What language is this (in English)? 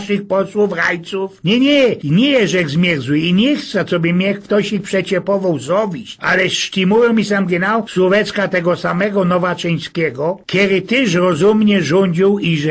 Silesian